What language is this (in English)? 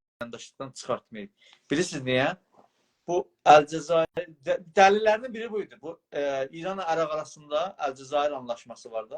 South Azerbaijani